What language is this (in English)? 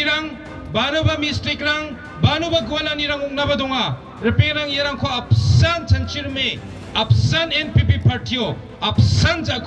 Garo